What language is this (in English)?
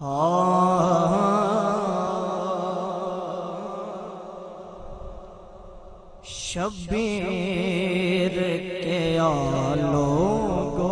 Saraiki